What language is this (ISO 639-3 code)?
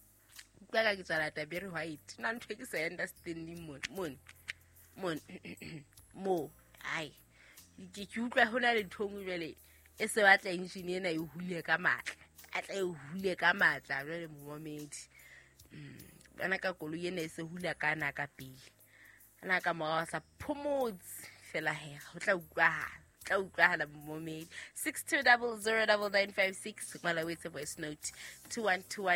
sot